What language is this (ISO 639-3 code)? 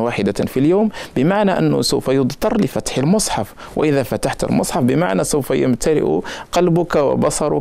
ara